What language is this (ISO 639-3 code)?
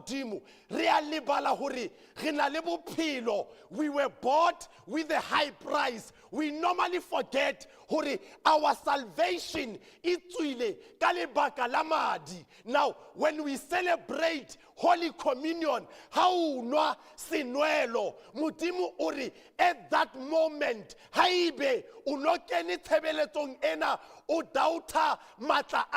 sot